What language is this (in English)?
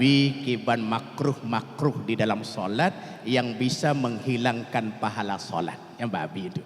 Achinese